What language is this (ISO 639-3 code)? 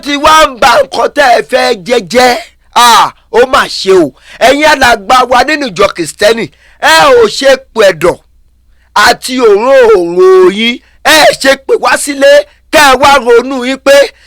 yor